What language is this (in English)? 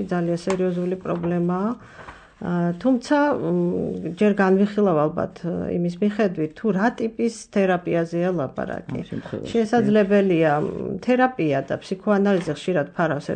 Georgian